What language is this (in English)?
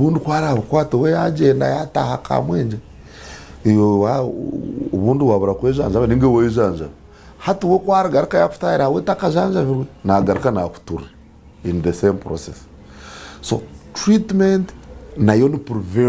Nyankole